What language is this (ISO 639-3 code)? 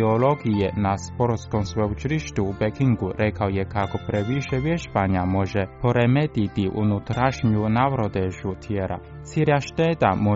hrv